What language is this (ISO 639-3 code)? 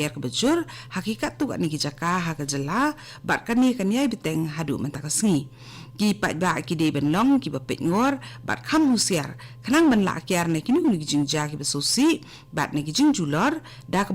kha